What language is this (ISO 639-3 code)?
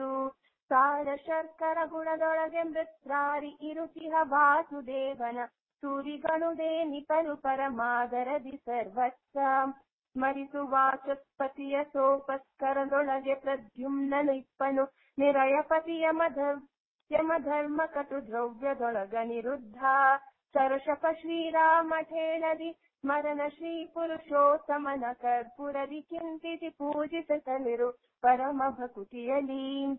kan